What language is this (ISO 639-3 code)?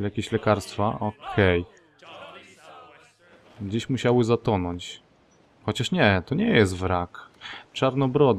pol